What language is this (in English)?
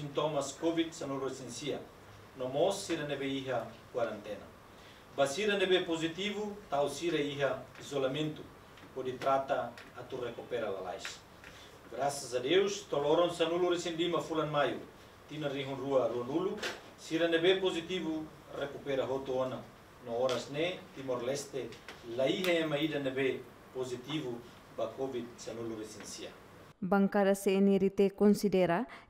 Tetum